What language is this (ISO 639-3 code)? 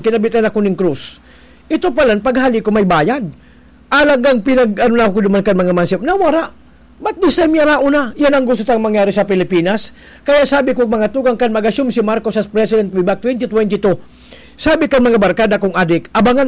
bik